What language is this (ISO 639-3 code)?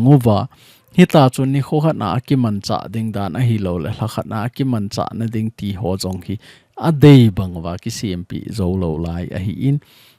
tcz